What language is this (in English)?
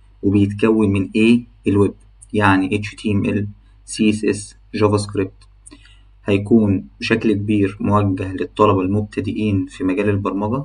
Egyptian Arabic